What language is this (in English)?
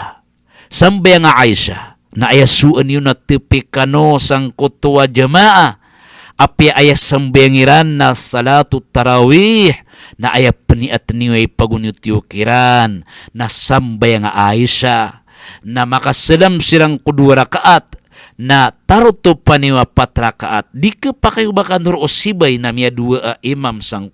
Maranao